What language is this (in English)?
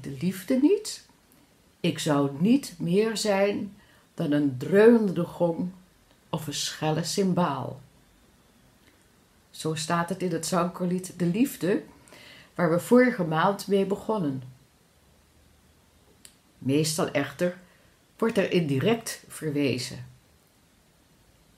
Dutch